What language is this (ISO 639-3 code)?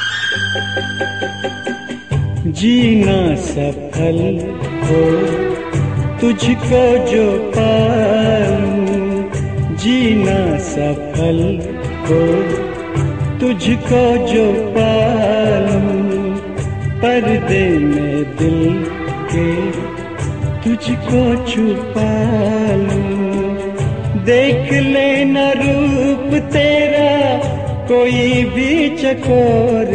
hin